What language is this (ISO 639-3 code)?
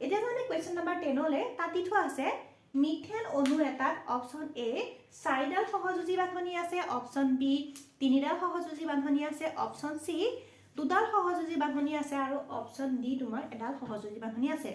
asm